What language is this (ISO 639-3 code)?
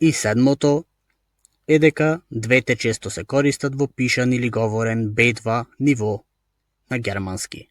mkd